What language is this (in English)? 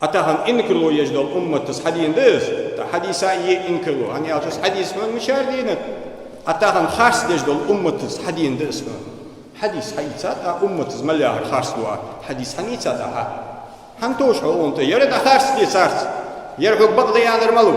Ingush